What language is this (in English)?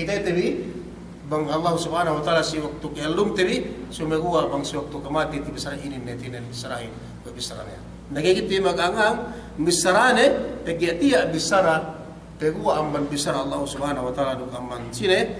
Yakan